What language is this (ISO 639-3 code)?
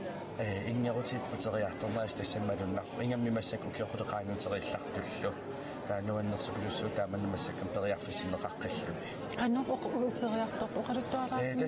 kal